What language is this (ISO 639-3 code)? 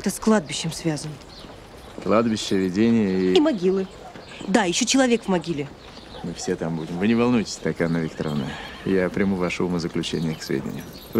rus